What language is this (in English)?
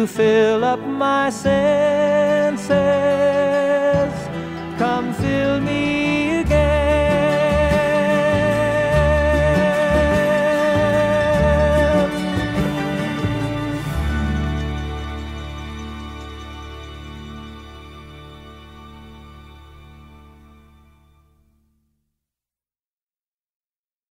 English